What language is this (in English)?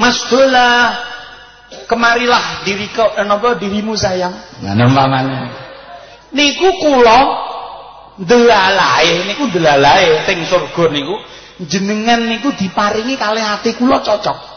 Javanese